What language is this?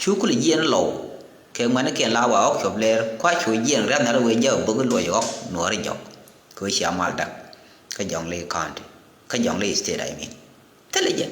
Nuer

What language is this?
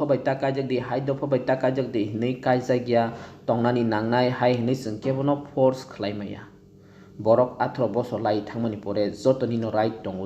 Kok Borok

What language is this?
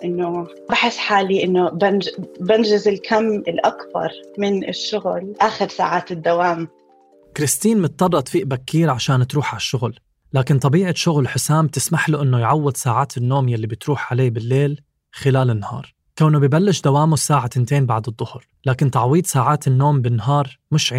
North Levantine Arabic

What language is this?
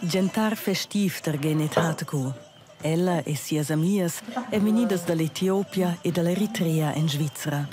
Romansh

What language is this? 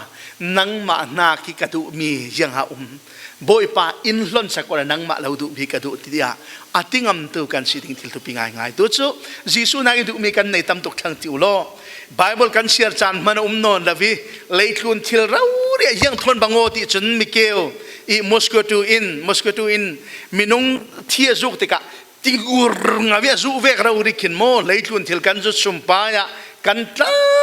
Falam Chin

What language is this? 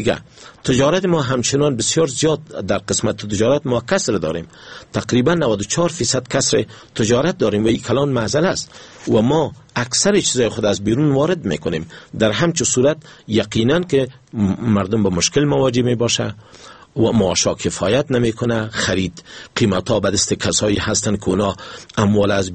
Persian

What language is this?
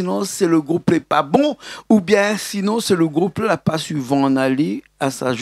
Réunion Creole French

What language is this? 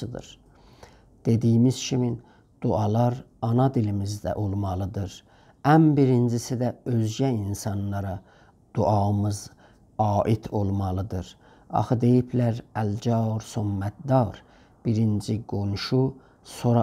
South Azerbaijani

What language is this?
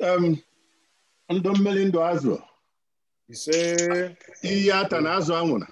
Igbo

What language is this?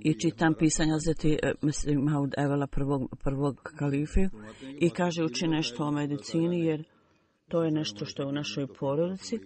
Bosnian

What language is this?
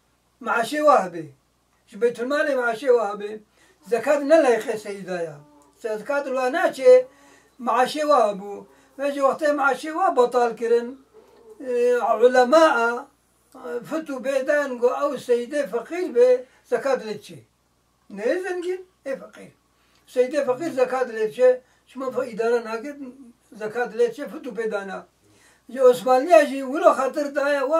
Kurdish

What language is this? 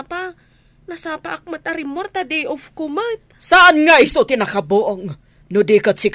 Iloko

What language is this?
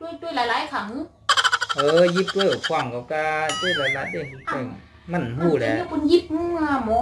Shan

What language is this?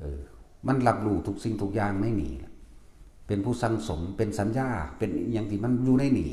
Northeastern Thai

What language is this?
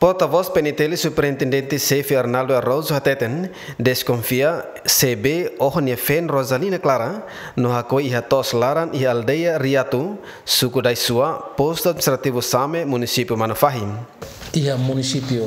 Tetum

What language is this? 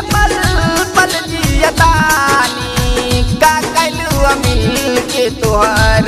Bhojpuri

